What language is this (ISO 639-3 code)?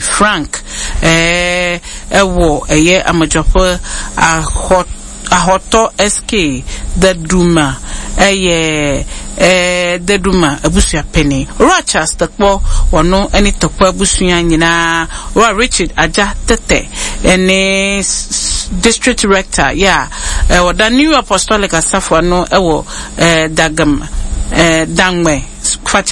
aka